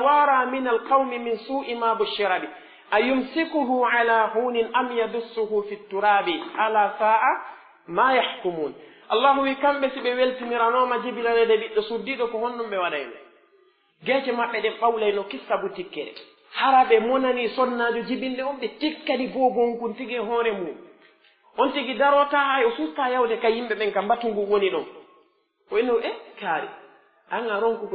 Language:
Pular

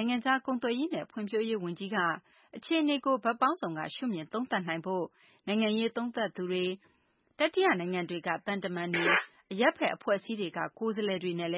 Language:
Burmese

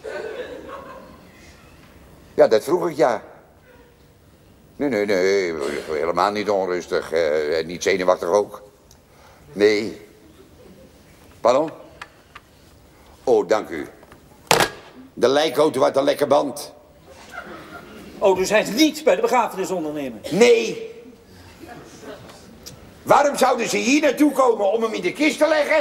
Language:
Dutch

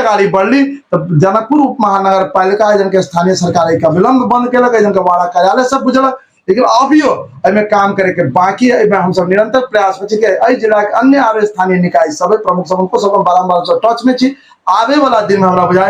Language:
Maithili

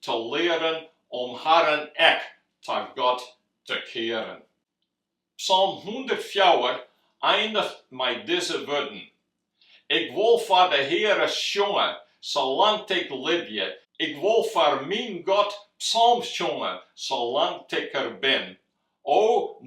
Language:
Western Frisian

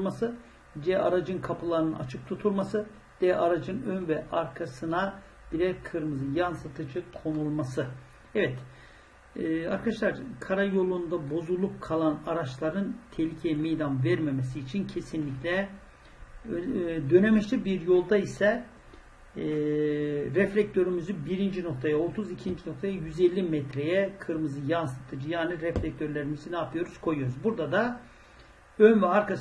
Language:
Turkish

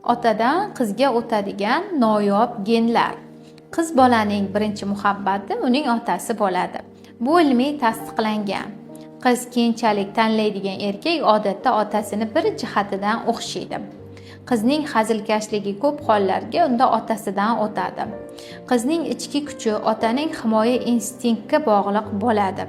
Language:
Uzbek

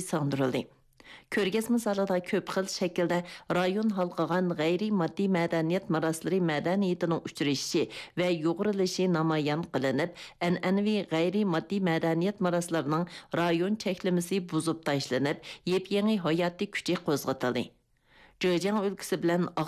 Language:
Uyghur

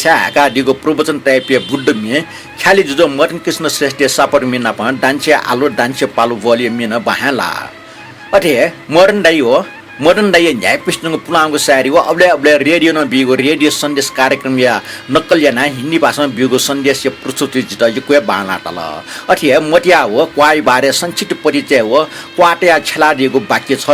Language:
Newari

